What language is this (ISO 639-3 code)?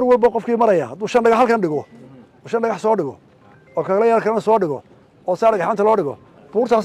som